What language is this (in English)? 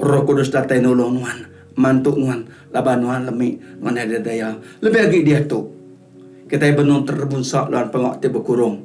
Iban